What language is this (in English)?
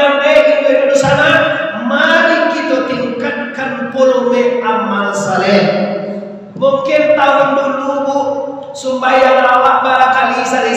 Minangkabau